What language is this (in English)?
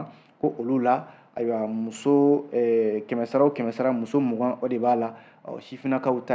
Bambara